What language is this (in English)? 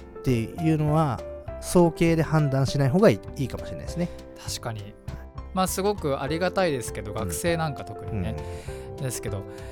Japanese